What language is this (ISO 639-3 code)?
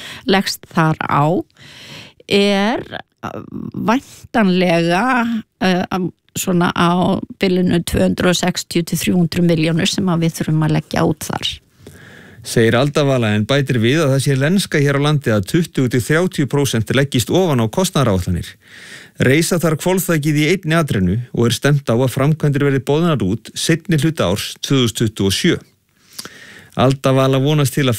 isl